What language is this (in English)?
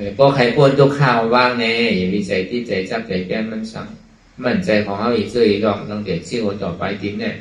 Shan